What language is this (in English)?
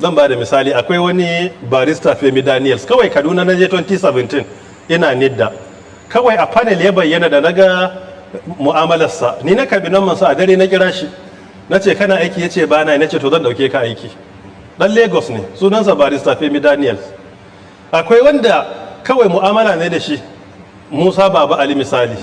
Hausa